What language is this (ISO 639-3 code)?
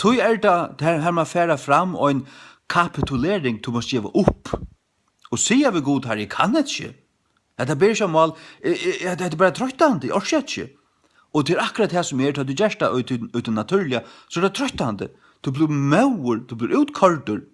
fao